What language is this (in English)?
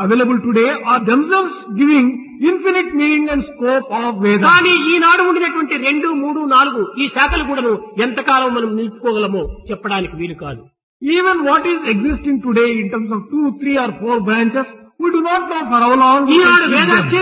Telugu